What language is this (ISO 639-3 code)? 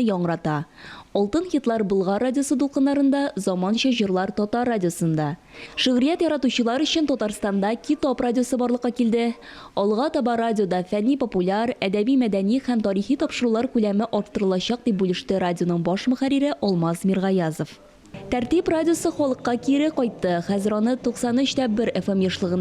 tat